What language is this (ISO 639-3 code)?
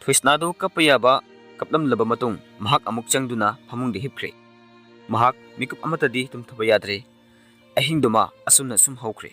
mni